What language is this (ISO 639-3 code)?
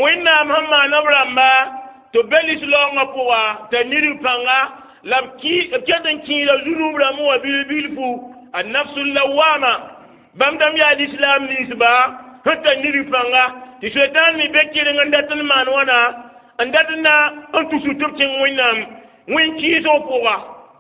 mos